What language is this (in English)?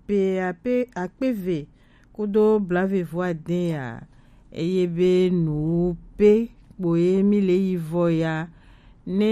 Gen